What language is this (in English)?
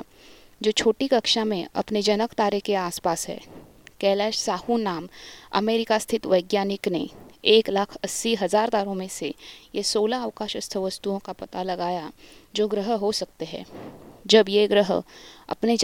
Hindi